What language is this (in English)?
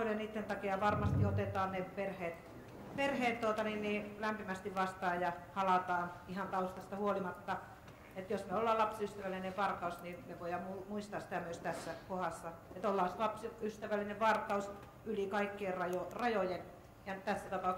Finnish